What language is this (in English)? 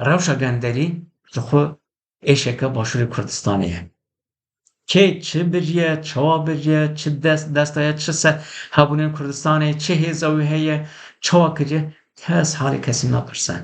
Kurdish